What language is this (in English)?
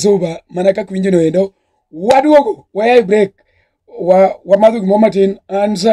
Luo (Kenya and Tanzania)